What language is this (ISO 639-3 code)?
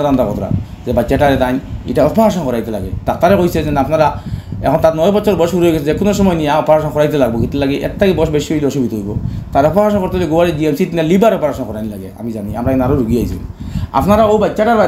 syl